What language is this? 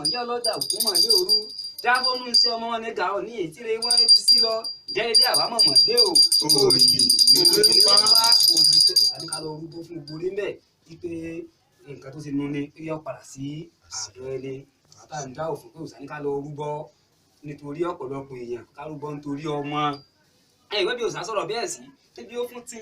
Yoruba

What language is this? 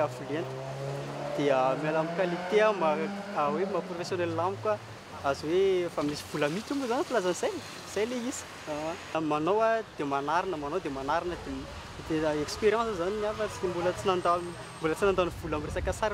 Malagasy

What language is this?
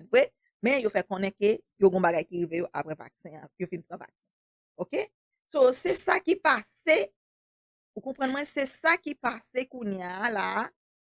Haitian Creole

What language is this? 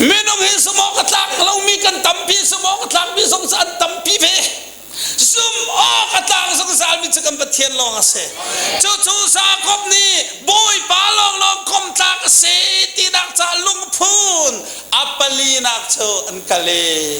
Hakha Chin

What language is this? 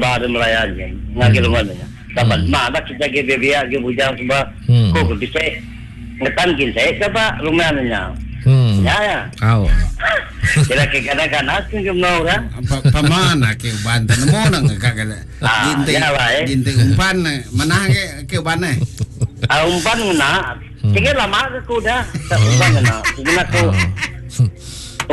Iban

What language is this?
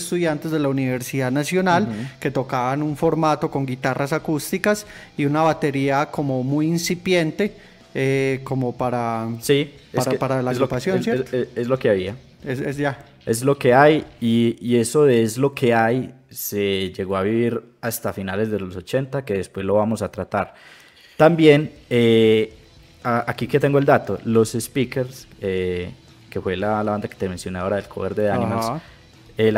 Spanish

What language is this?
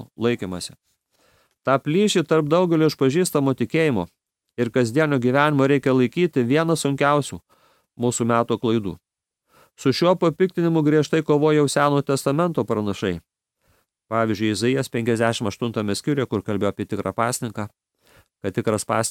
Lithuanian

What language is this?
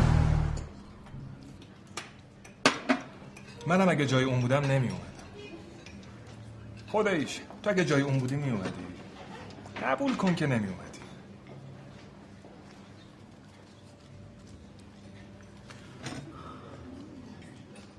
Persian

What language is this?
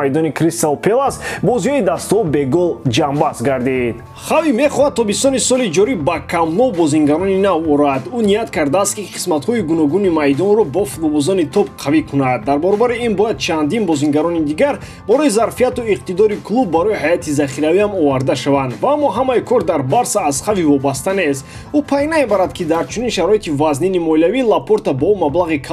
Tajik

